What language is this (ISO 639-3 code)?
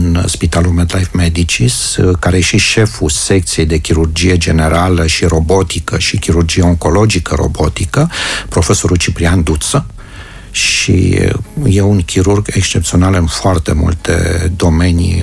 ron